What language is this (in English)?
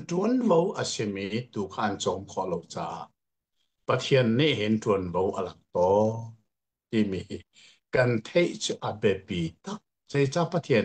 Hakha Chin